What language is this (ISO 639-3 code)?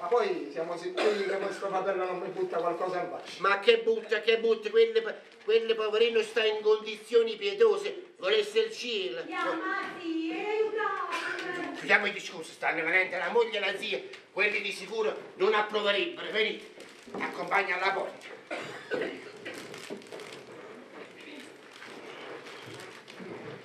ita